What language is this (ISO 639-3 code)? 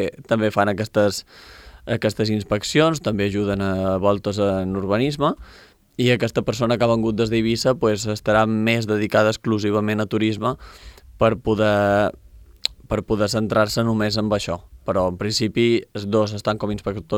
cat